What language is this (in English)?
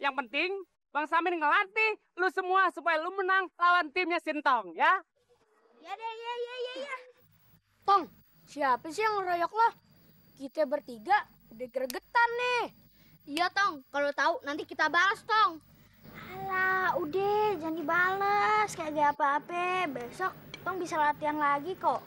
Betawi